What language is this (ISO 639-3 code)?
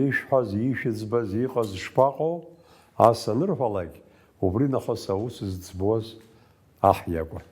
abk